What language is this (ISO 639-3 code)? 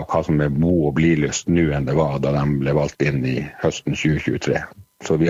nor